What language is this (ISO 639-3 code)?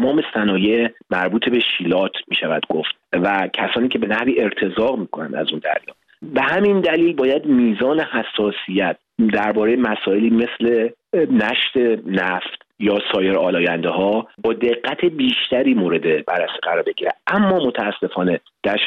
fas